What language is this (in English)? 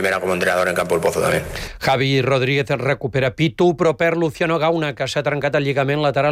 Catalan